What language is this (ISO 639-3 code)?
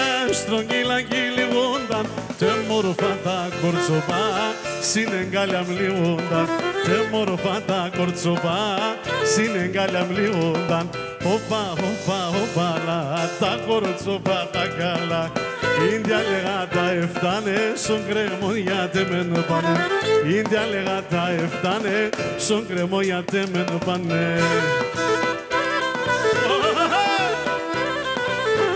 ell